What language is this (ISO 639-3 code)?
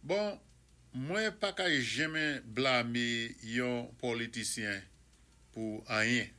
acf